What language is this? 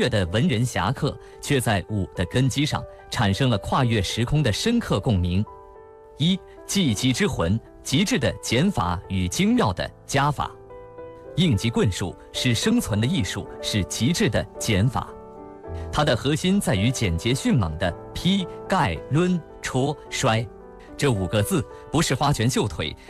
Chinese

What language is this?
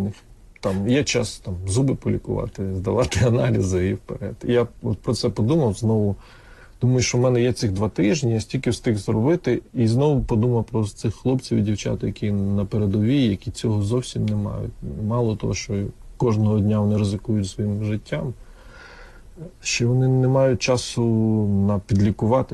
Ukrainian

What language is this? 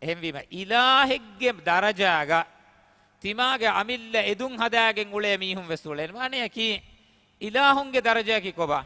Divehi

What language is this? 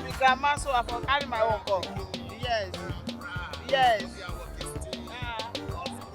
Nigerian Pidgin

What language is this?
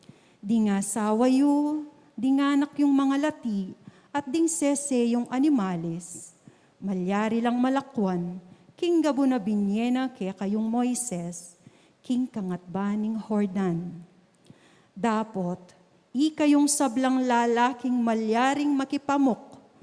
Pampanga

